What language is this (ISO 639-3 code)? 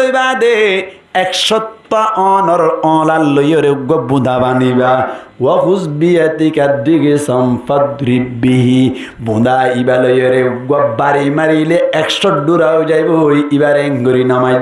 rhg